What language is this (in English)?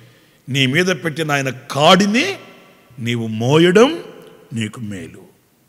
Telugu